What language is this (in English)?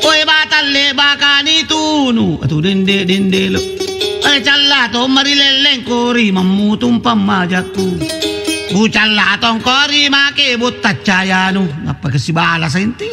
Makasar